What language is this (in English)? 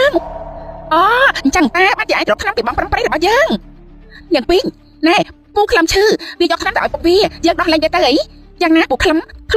Khmer